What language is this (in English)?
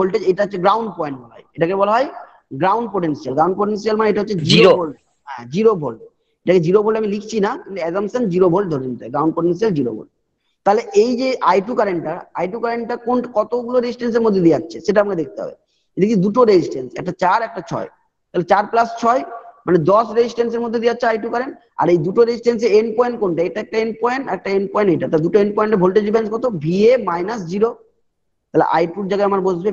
Bangla